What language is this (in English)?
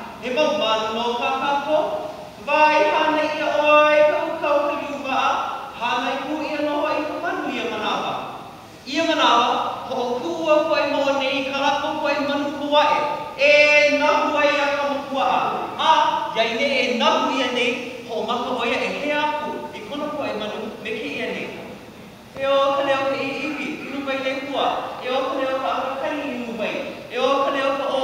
Hawaiian